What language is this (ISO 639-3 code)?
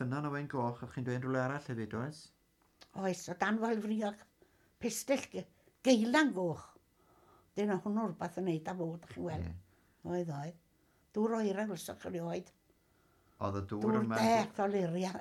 cym